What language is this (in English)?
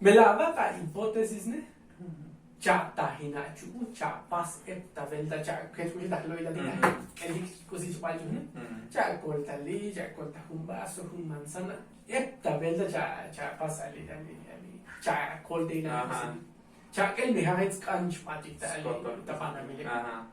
Tzotzil